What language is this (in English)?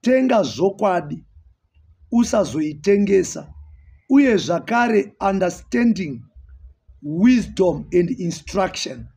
Shona